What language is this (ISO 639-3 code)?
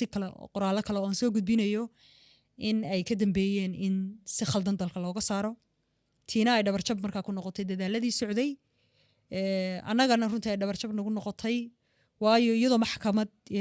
som